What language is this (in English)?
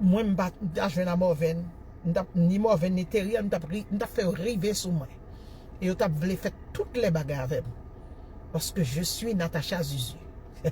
Haitian Creole